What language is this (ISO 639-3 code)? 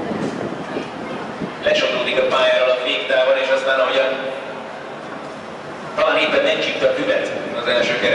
hun